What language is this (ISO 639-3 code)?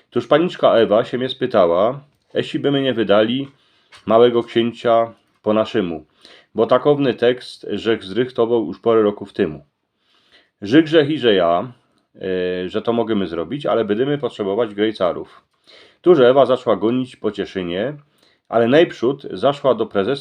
szl